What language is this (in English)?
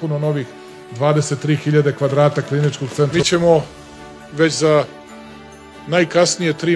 Serbian